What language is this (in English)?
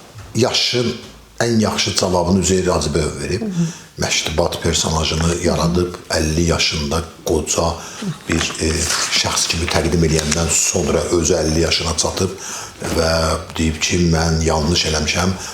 Azerbaijani